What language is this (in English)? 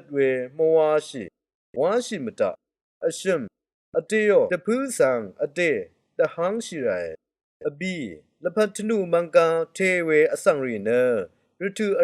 Rawang